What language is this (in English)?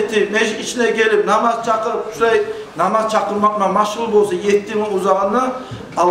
Kumyk